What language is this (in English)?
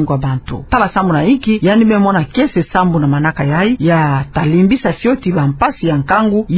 Kituba (Democratic Republic of Congo)